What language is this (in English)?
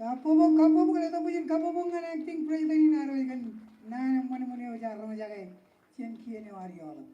Marshallese